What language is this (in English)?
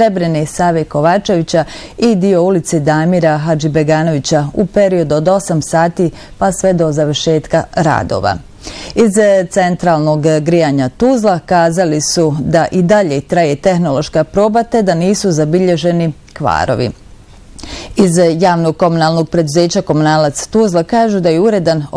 Bosnian